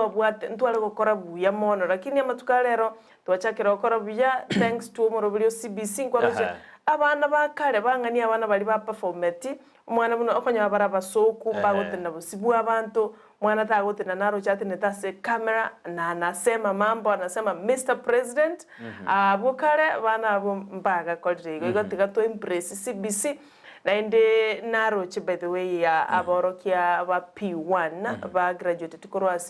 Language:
Gusii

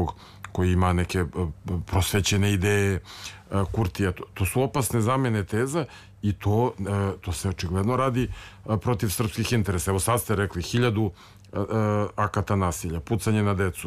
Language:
Serbian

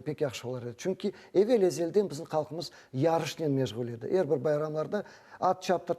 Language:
Crimean Tatar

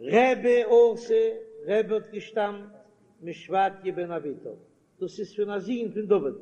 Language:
Yiddish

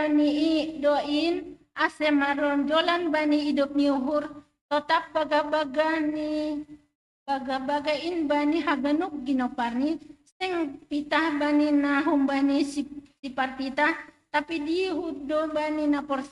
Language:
Batak Simalungun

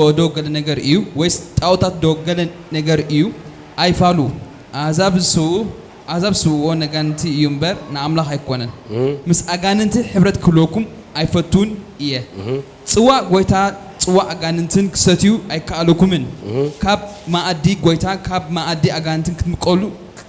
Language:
Tigrinya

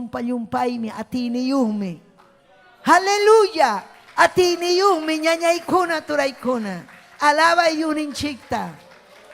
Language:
Ayacucho Quechua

